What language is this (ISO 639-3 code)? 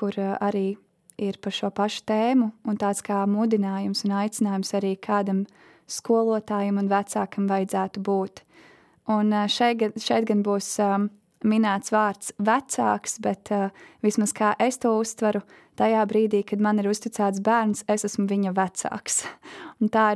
lav